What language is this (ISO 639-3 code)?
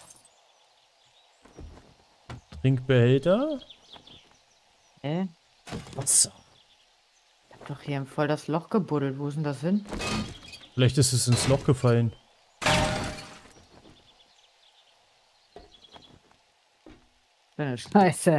deu